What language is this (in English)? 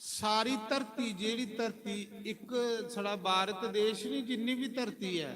Dogri